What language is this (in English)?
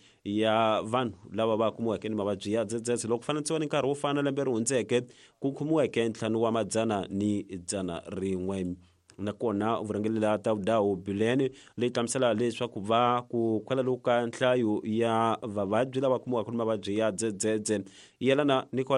Tsonga